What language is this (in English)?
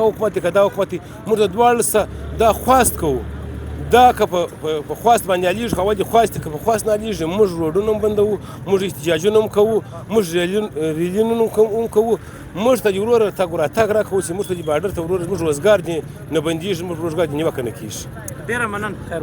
Pashto